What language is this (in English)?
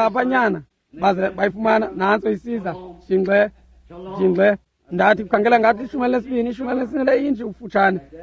Xhosa